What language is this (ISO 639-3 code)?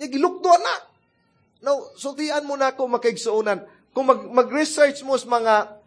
ceb